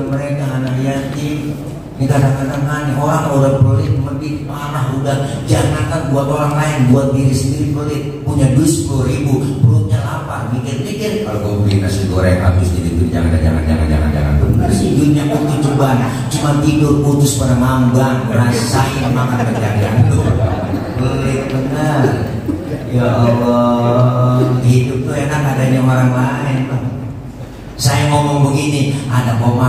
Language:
Betawi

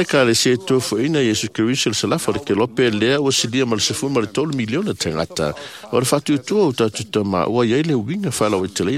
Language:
Samoan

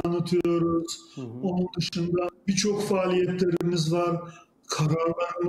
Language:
Turkish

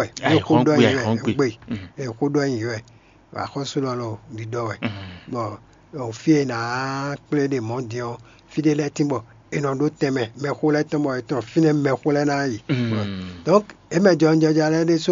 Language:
Fon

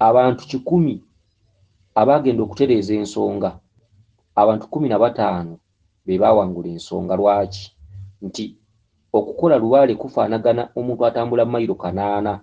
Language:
Ganda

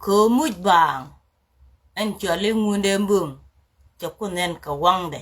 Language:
Nuer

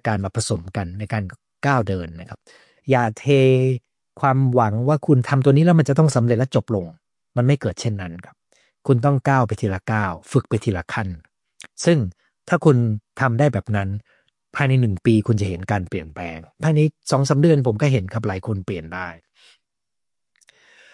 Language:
Thai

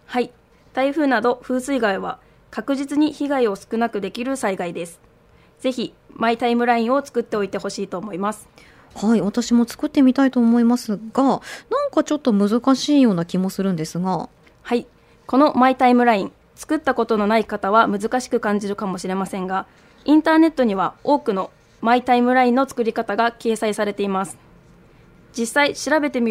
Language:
Japanese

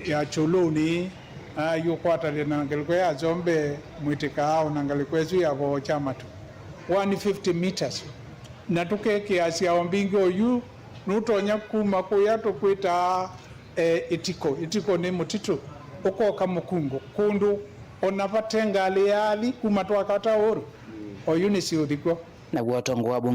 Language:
Kamba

